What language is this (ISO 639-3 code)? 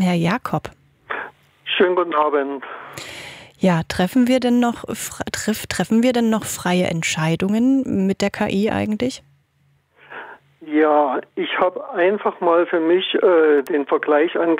deu